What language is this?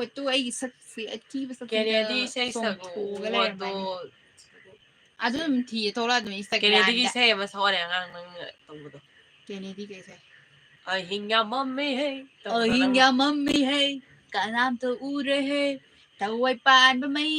Manipuri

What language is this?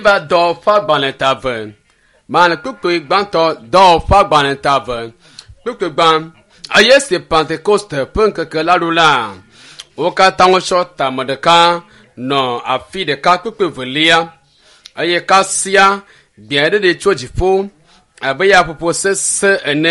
Ewe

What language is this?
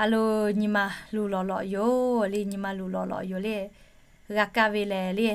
Lahu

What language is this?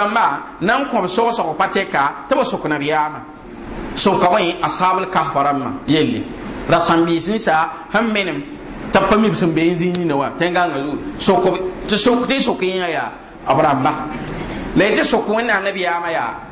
Mossi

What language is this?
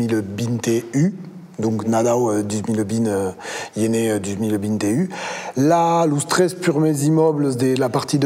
Occitan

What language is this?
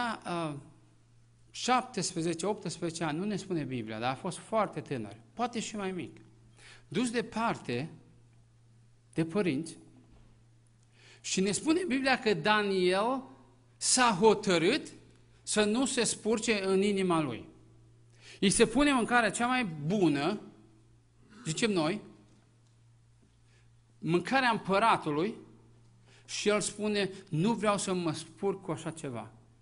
Romanian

